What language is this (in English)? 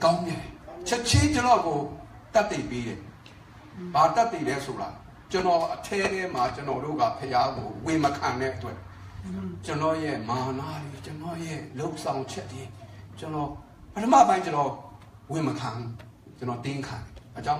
Burmese